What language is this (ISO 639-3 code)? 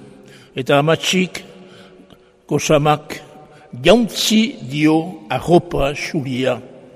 eus